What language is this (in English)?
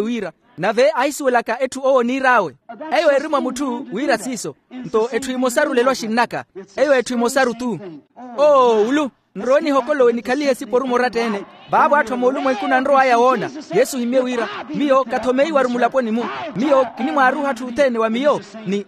Makhuwa